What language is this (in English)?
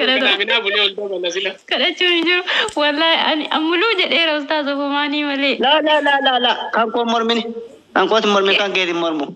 Oromo